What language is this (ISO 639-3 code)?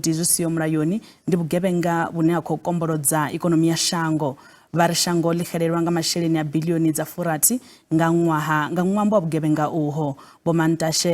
ven